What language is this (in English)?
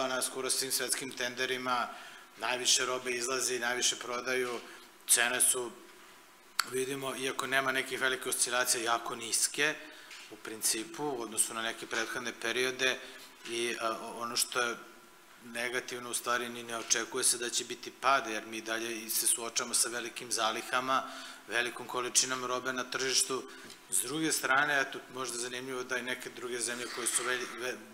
Serbian